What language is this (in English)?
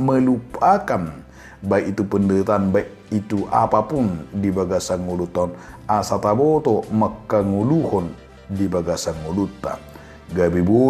Batak Toba